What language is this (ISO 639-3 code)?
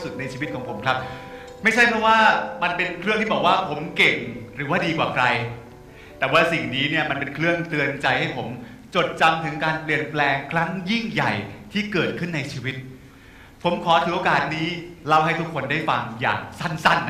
tha